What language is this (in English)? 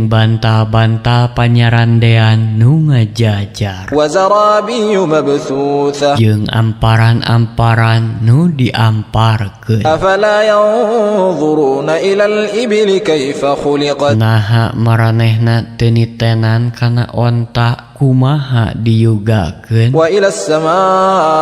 Sundanese